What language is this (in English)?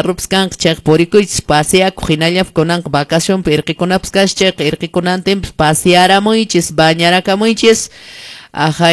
Quechua